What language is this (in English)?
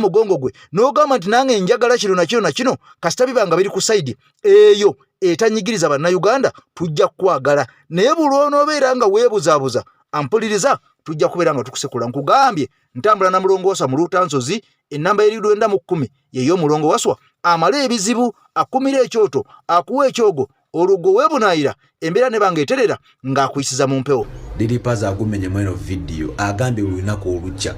Ganda